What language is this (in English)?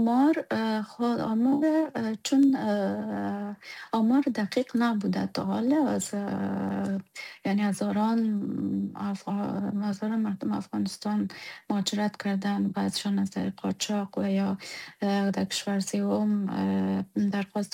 Persian